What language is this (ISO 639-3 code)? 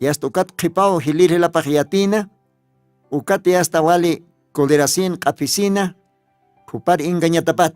aym